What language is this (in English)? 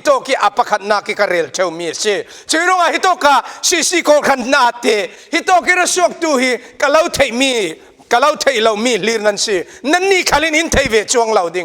Falam Chin